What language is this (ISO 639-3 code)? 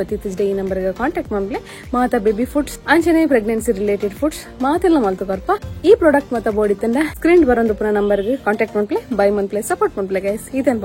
tcy